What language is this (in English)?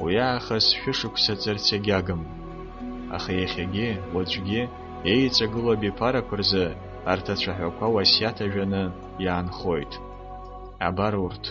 Abkhazian